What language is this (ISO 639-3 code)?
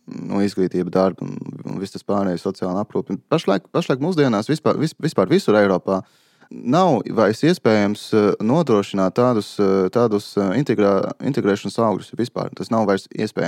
lav